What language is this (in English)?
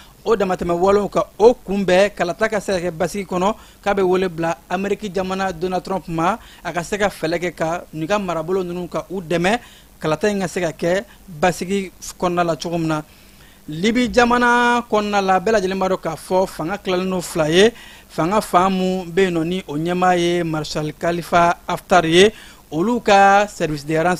Bambara